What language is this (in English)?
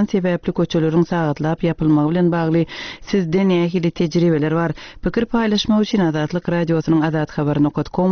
Turkmen